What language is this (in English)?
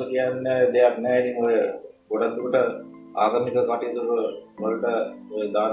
Sinhala